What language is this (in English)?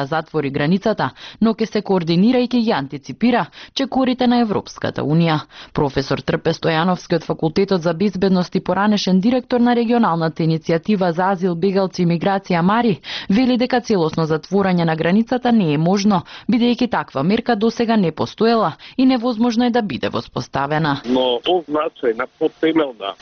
Macedonian